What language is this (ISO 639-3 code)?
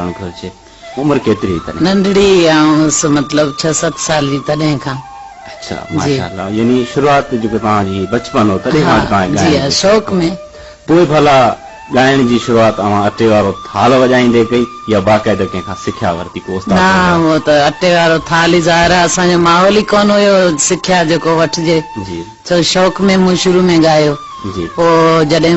snd